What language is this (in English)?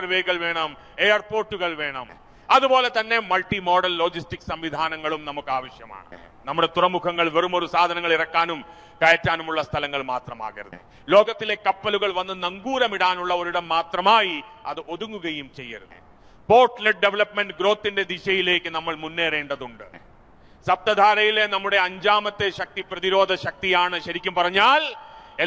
Malayalam